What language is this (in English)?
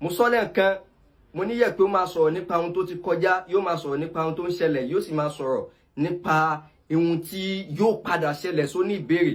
Yoruba